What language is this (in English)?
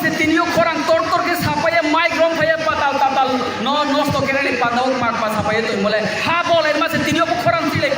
Riang (India)